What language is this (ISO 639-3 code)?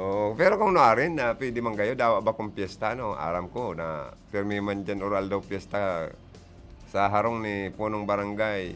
bik